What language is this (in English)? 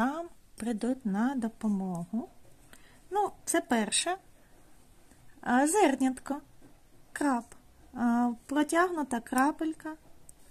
Ukrainian